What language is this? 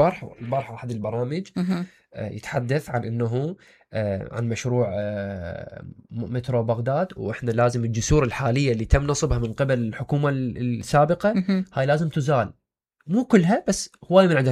Mesopotamian Arabic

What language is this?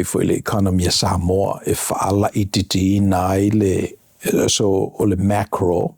Samoan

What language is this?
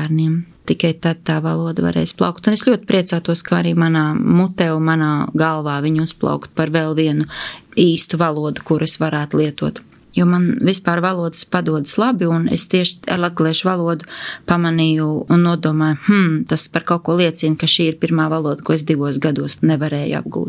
Latvian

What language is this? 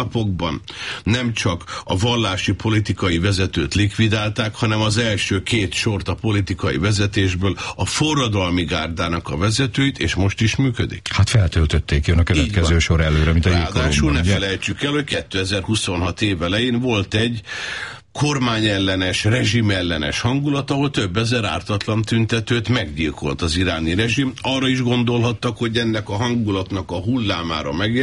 Hungarian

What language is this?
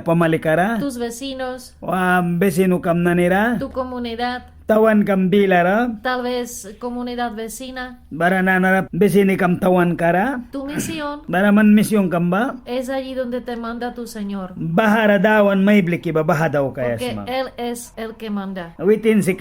Mískito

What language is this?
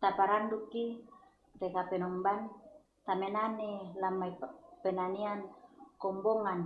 Toraja-Sa'dan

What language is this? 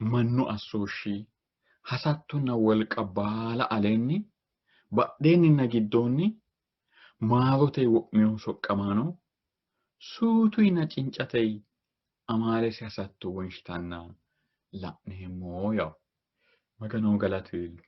Sidamo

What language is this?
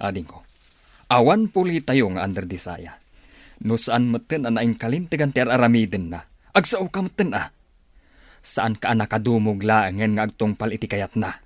Iloko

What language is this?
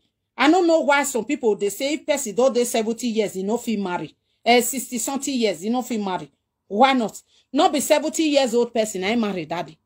Nigerian Pidgin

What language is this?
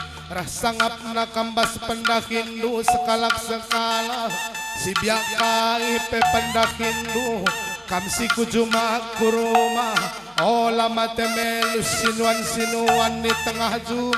Batak Karo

